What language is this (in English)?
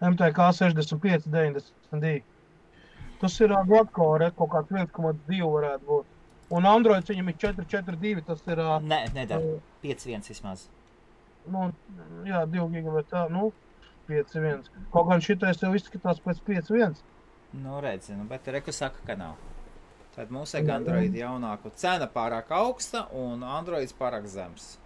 Latvian